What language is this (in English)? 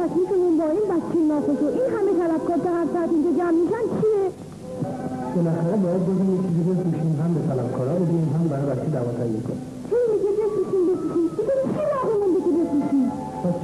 Persian